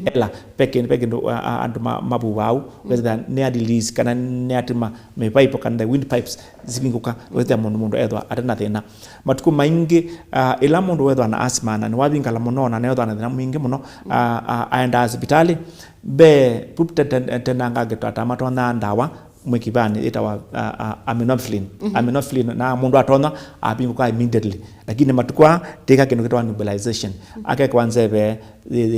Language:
Kamba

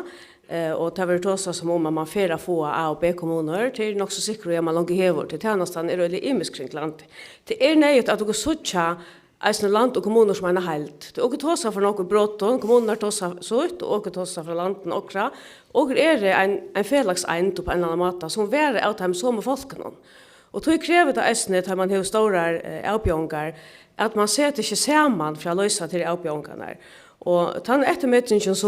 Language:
Faroese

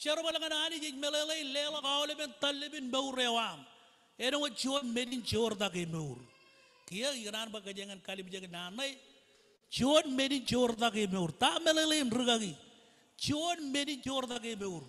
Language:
Marshallese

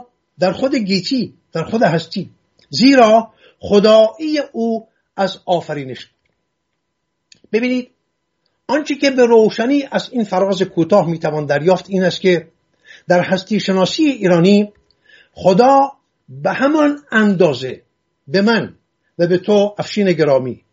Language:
Persian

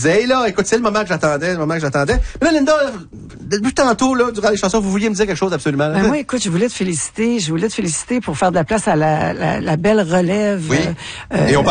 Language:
French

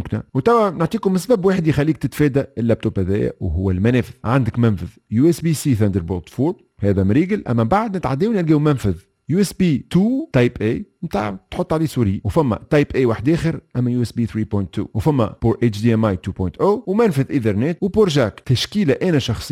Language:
Tunisian Arabic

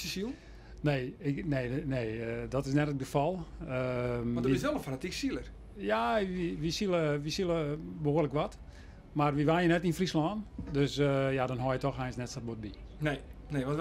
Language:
Western Frisian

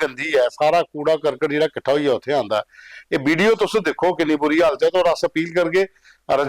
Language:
Dogri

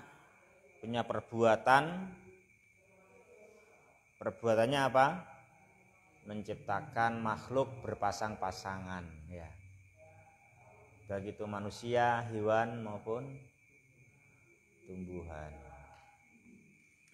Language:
Indonesian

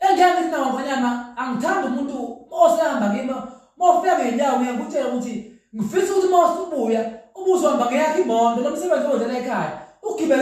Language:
Zulu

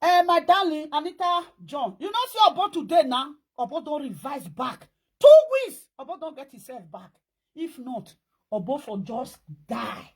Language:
Nigerian Pidgin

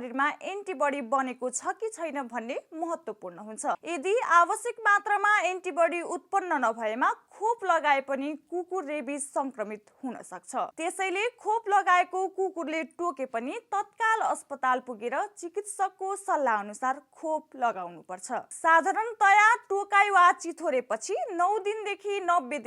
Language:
Nepali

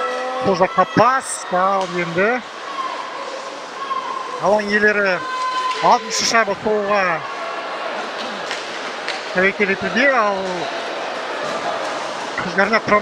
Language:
Kazakh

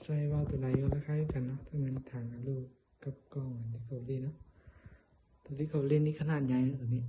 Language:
Lao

